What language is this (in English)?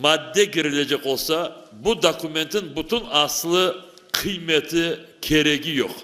Crimean Tatar